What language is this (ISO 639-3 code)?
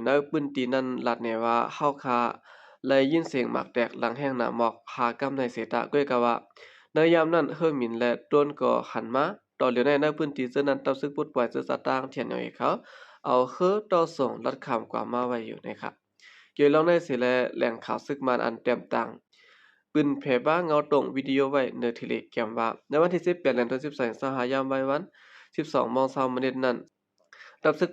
shn